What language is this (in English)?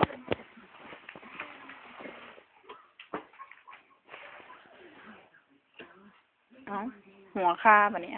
Lao